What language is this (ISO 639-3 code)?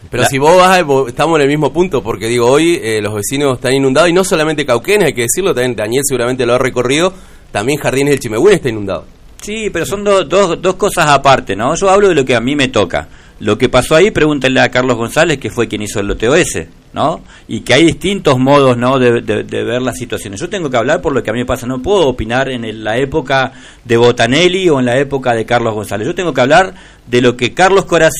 spa